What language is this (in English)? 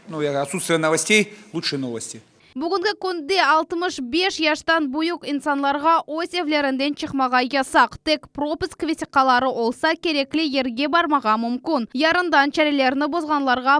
Crimean Tatar